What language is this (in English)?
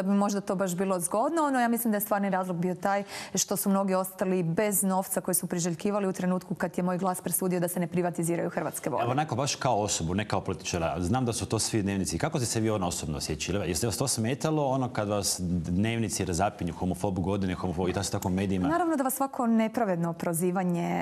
Croatian